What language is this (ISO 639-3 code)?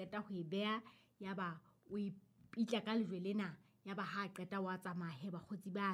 sot